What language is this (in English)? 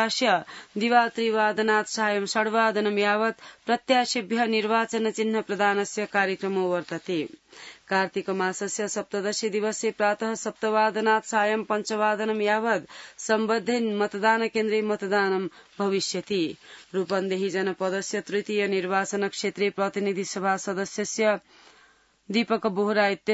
Sanskrit